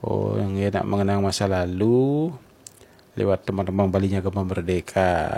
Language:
Balinese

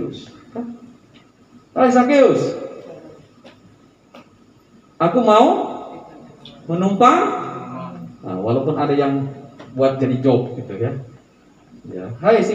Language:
Indonesian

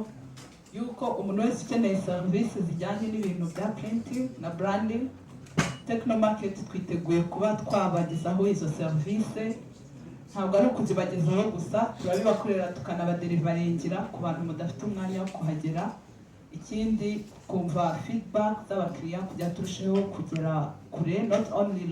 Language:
Kinyarwanda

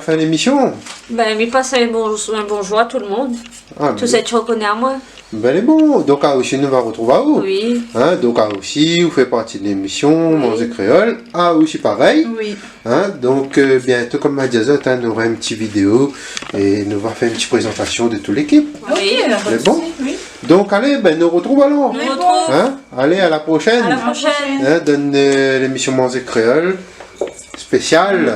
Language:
Réunion Creole French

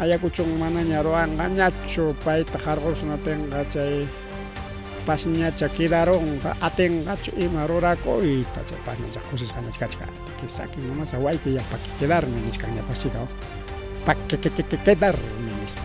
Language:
Ayacucho Quechua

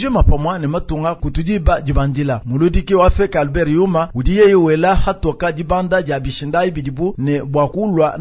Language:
Luba-Lulua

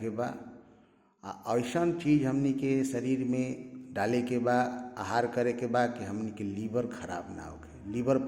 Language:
Bhojpuri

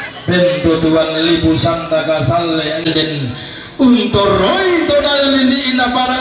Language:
Toraja-Sa'dan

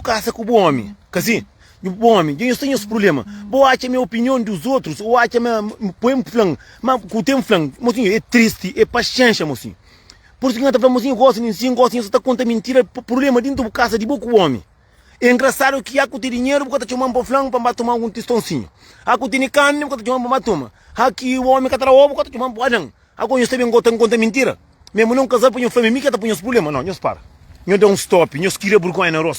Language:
Kabuverdianu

